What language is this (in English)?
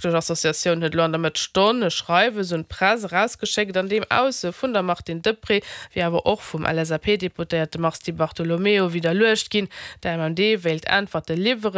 Luxembourgish